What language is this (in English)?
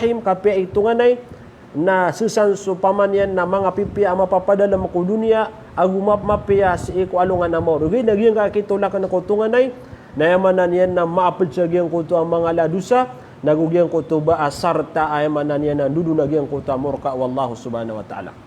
Maranao